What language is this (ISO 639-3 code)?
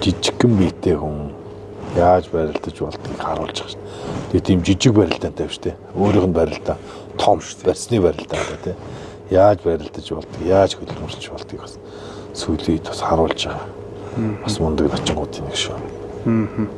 mon